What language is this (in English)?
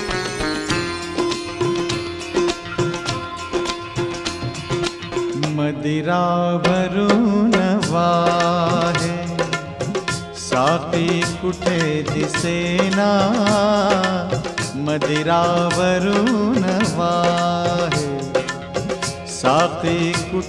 Marathi